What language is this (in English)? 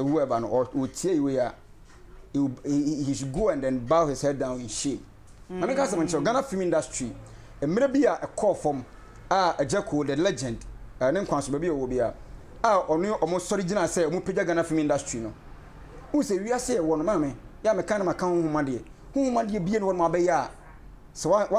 Akan